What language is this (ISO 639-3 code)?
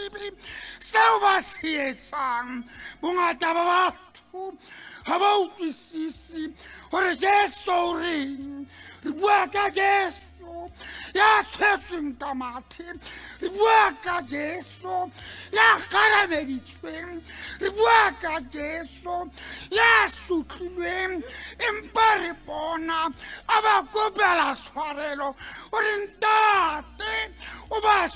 sot